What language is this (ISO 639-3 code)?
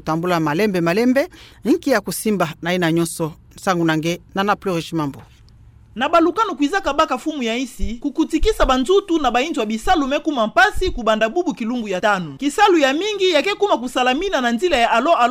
ktu